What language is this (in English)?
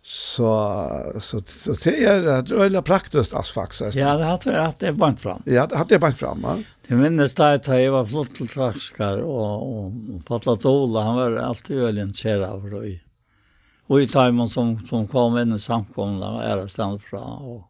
Faroese